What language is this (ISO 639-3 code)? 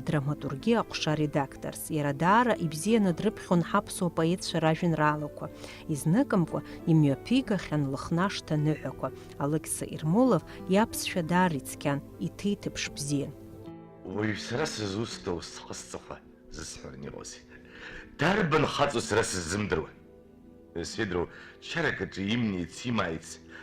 abk